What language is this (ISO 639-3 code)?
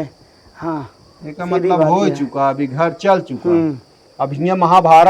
awa